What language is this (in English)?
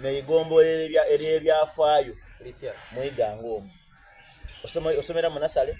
Soga